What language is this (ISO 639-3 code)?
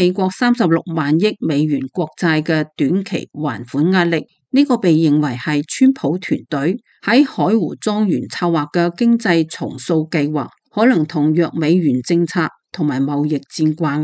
yue